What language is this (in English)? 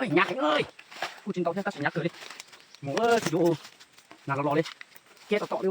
Hmong